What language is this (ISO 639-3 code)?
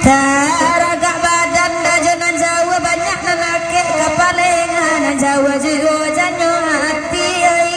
min